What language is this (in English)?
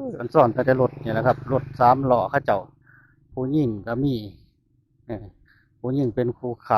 Northeastern Thai